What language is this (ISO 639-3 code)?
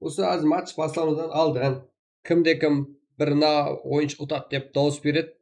kaa